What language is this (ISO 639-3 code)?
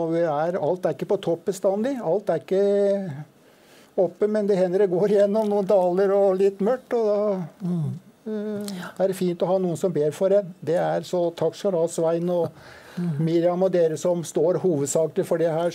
nor